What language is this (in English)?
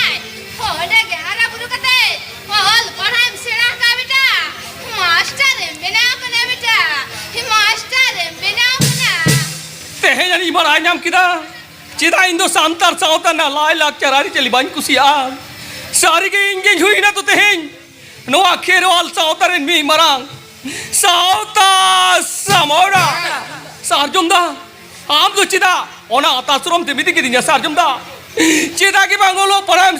Santali